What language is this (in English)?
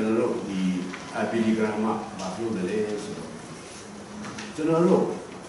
Burmese